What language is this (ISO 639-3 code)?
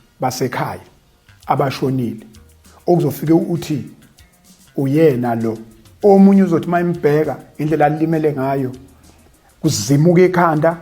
zul